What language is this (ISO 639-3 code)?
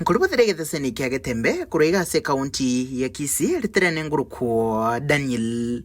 guz